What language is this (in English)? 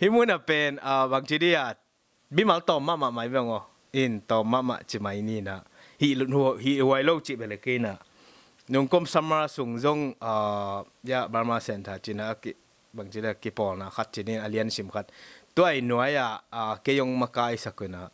Tedim Chin